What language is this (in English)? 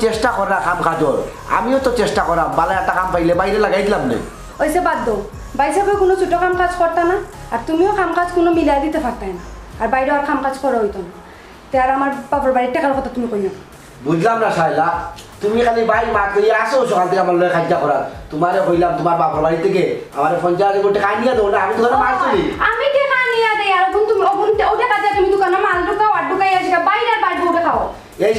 Sylheti